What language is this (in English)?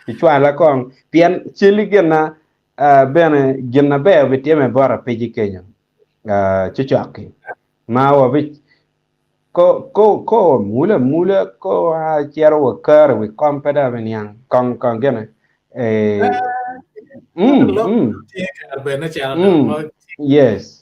Acoli